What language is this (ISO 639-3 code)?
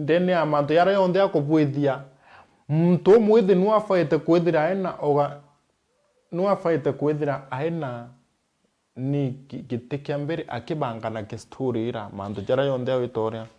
mer